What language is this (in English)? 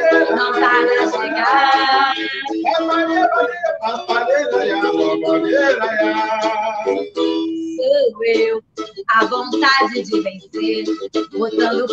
Portuguese